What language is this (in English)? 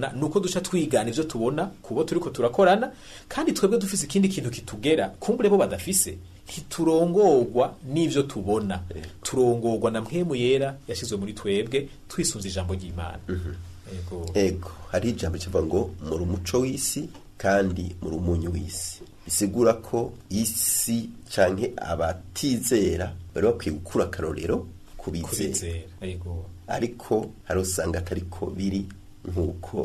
Rundi